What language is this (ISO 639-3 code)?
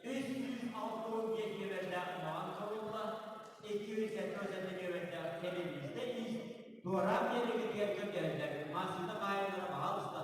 sah